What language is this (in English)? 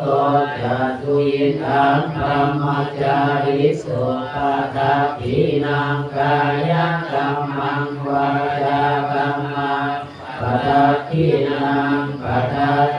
Pali